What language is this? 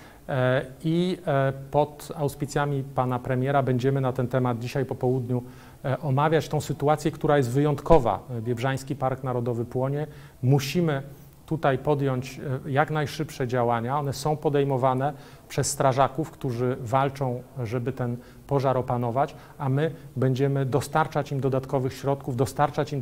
Polish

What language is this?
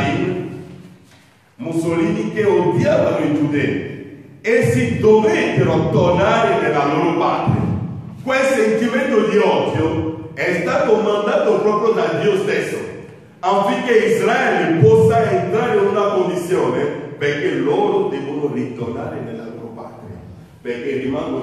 Italian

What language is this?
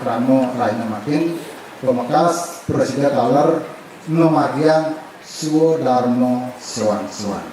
Balinese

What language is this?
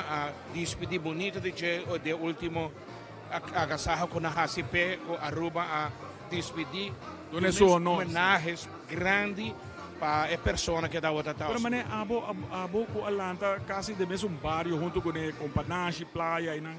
Papiamento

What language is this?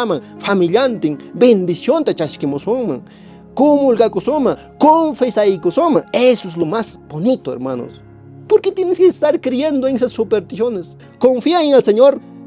Quechua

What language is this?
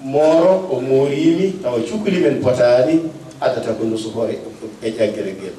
Fula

